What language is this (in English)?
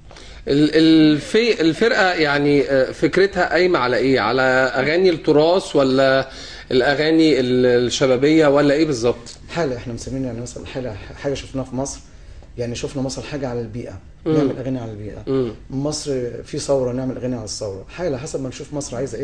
Egyptian Arabic